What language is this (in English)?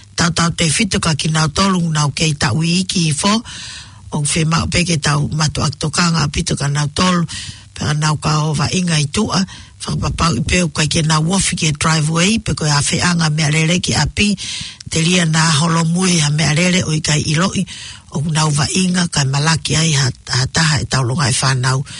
Tongan